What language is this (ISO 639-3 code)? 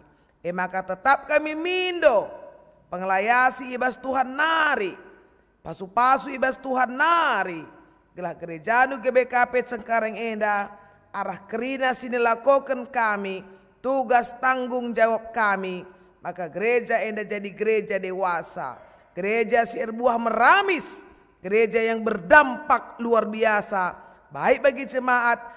btx